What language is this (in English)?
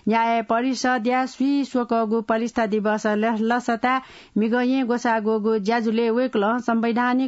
Newari